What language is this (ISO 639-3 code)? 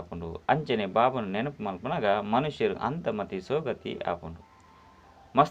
tcy